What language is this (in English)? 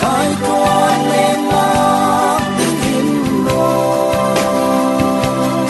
Falam Chin